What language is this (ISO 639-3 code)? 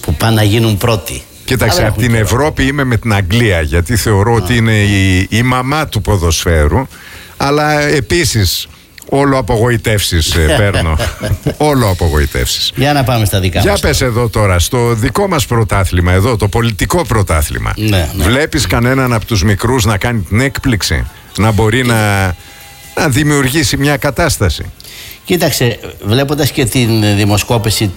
ell